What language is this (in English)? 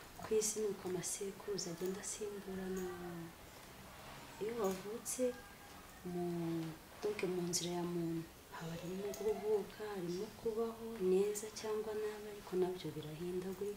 Kinyarwanda